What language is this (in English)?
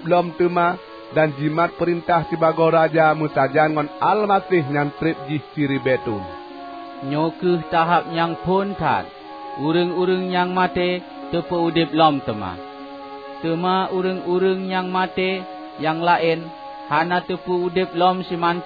Achinese